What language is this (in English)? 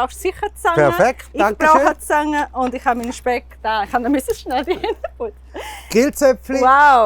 Swiss German